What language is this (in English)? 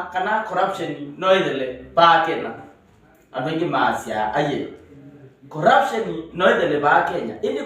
Kamba